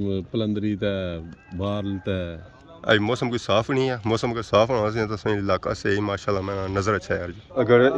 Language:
Pahari-Potwari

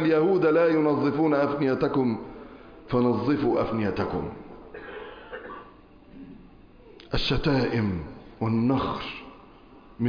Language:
Arabic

